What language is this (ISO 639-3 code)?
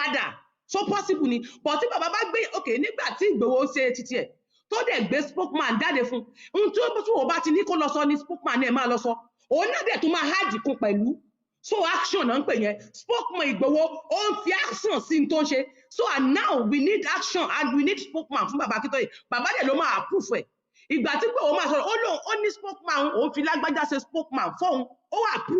yor